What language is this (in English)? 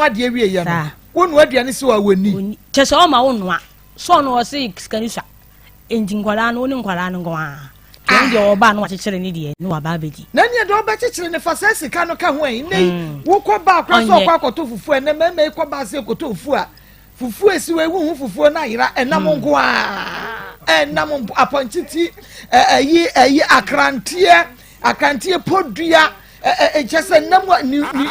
Akan